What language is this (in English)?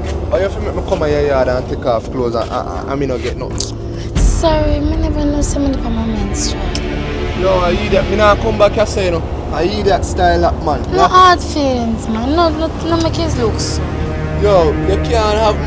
Jamaican Creole English